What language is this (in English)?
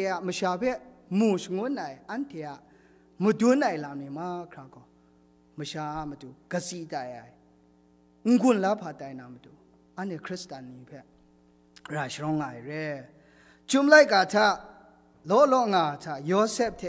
Kachin